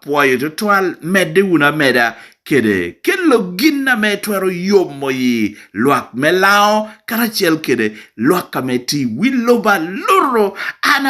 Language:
Lango (Uganda)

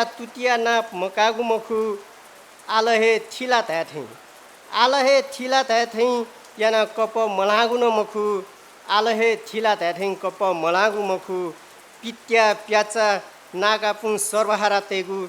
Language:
Newari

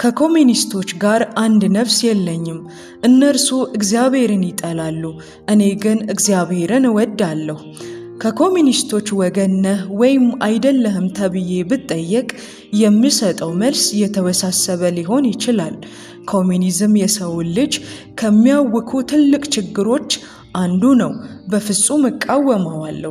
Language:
Amharic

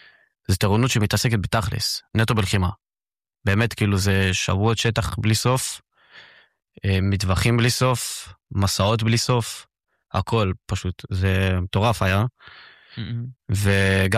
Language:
Hebrew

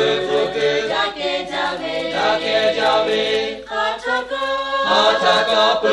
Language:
Lahu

